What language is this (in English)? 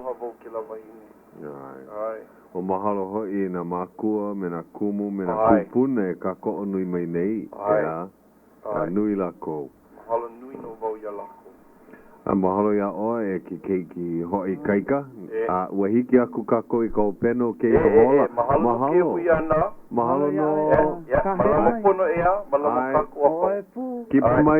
Hawaiian